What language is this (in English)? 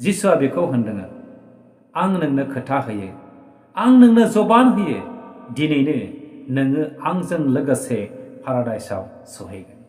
Bodo